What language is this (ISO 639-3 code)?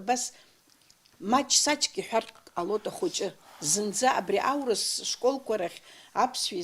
abk